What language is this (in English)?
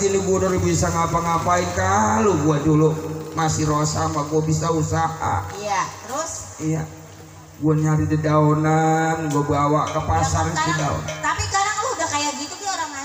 Betawi